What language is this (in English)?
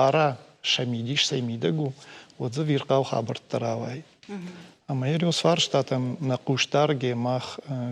Ossetic